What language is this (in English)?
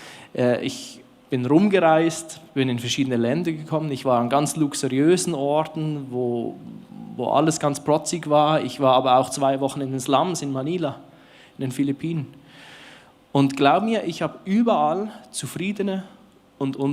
Swiss German